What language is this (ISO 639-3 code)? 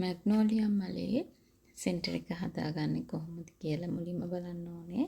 sin